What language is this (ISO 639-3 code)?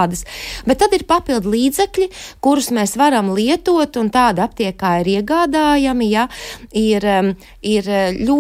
lav